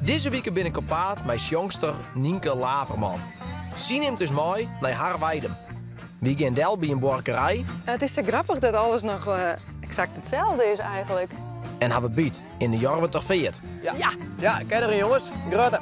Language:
Western Frisian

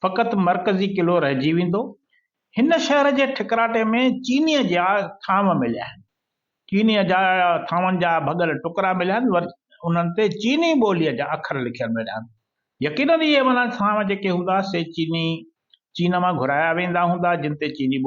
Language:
Sindhi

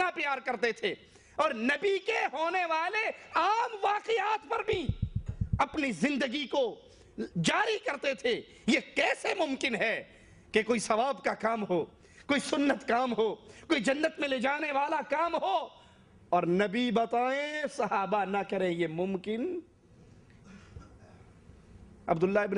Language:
Urdu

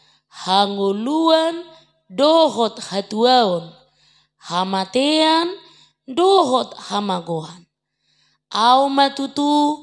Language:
Batak Toba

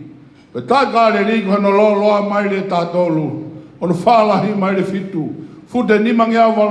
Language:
Tongan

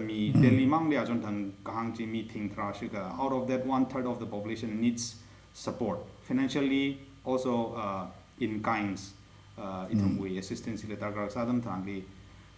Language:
Tangkhul Naga (India)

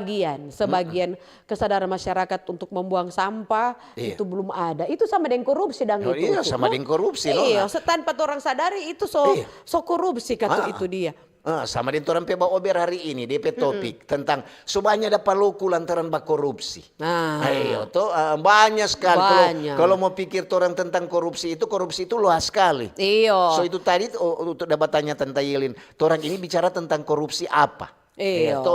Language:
Manado Malay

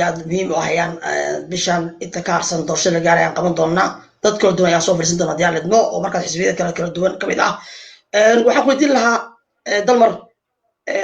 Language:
Somali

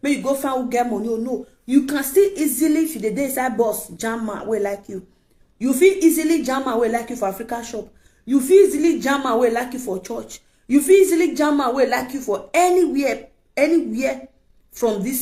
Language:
Nigerian Pidgin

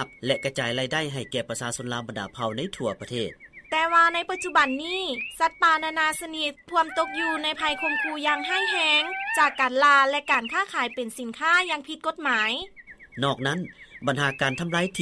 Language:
Lao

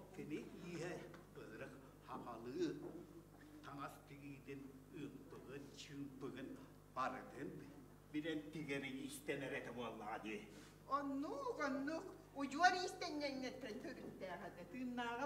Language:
Yakut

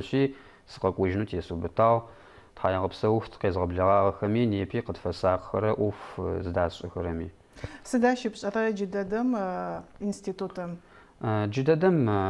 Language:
Adyghe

